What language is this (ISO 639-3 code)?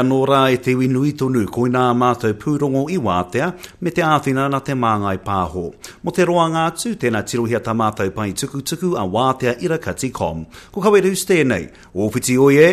mri